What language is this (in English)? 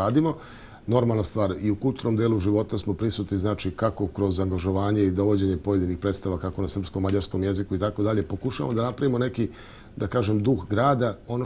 Serbian